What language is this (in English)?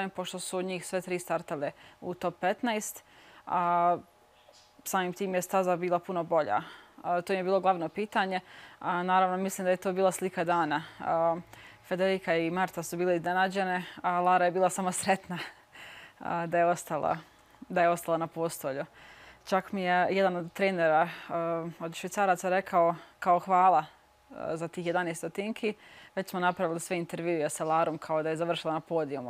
Bosnian